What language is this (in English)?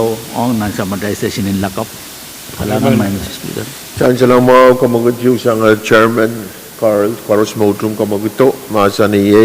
Pohnpeian